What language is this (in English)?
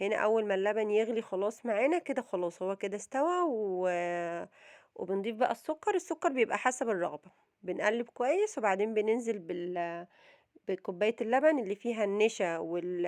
Egyptian Arabic